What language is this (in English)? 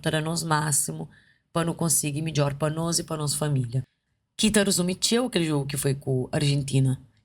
Kabuverdianu